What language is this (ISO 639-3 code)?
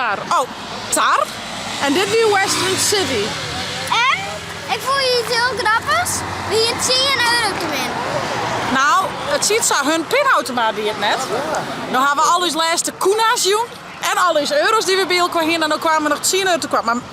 fry